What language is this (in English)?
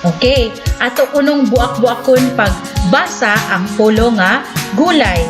Cebuano